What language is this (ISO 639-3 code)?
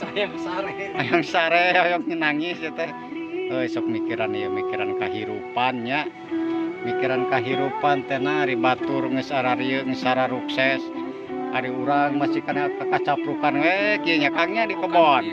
sun